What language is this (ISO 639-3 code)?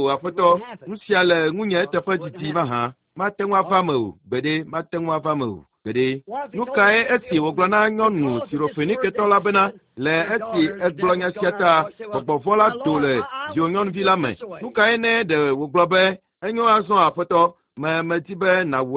ewe